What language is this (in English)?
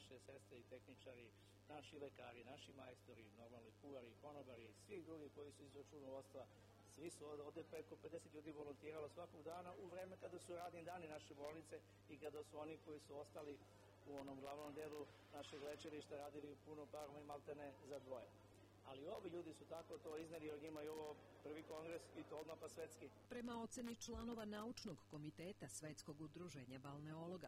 Serbian